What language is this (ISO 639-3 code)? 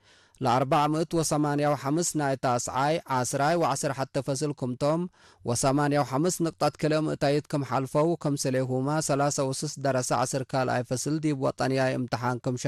tig